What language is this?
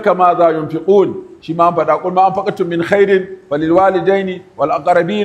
Hausa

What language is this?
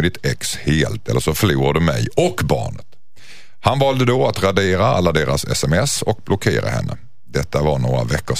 Swedish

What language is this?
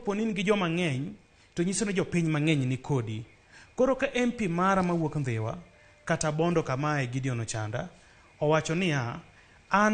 Luo (Kenya and Tanzania)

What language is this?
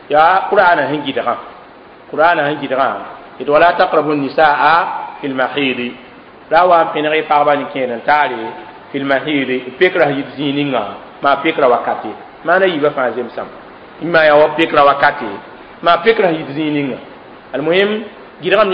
Mossi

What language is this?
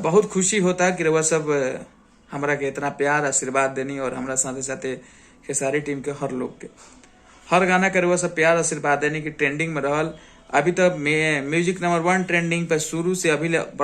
Bhojpuri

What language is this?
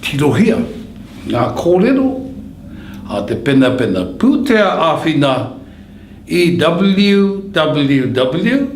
Māori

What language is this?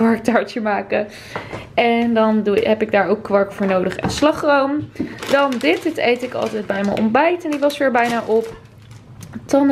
Dutch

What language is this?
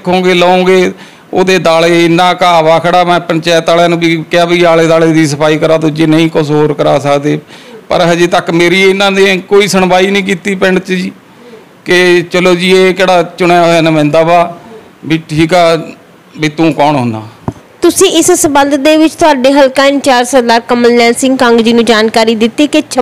Punjabi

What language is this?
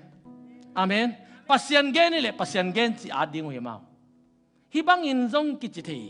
Tedim Chin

